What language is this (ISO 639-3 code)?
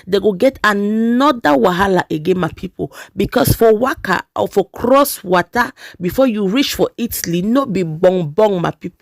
pcm